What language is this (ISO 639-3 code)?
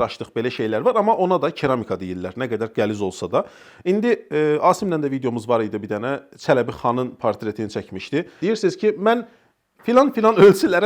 aze